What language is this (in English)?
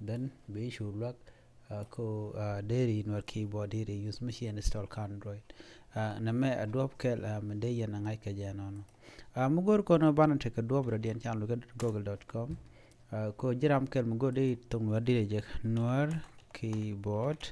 Nuer